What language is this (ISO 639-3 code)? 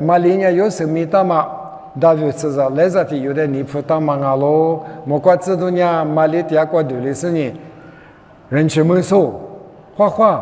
lis